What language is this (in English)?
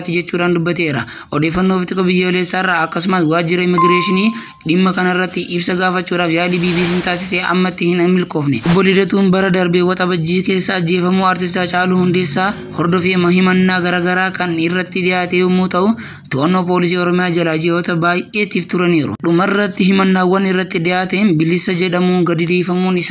Oromo